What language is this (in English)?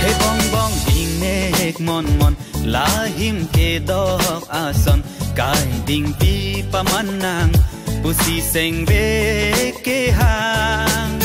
Karbi